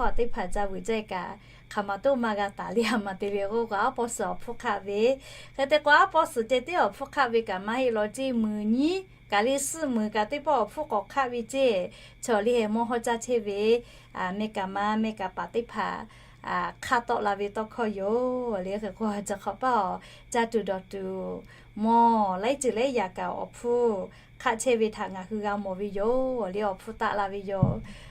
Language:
Lahu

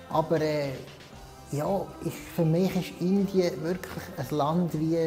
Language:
Swiss German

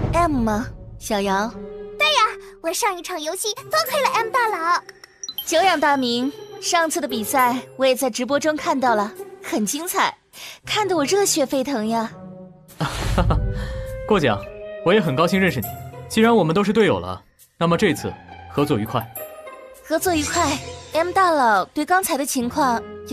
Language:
Chinese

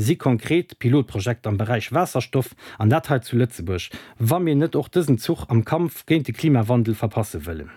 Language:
Luxembourgish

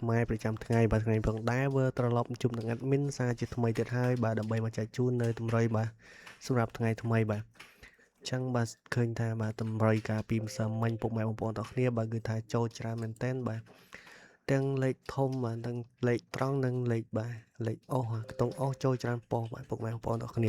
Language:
Khmer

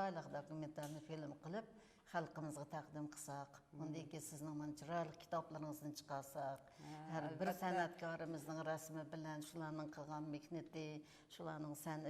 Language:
Uyghur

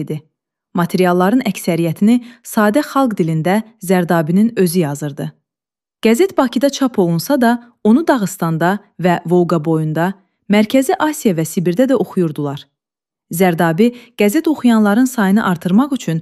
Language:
Azerbaijani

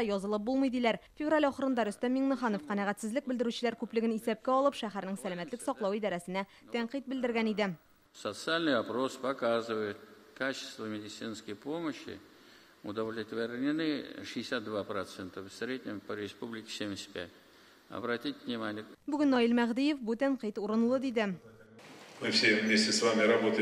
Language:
Tatar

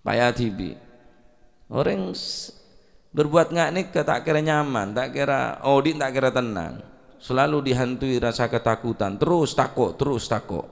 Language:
Madurese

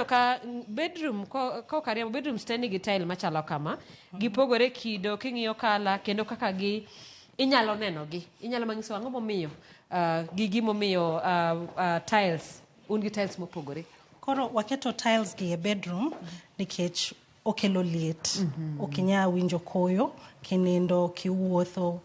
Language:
Luo (Kenya and Tanzania)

